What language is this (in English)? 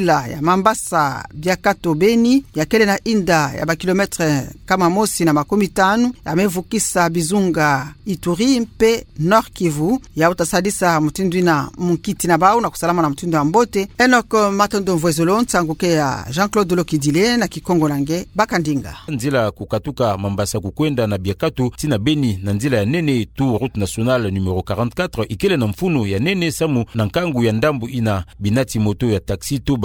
Kituba (Democratic Republic of Congo)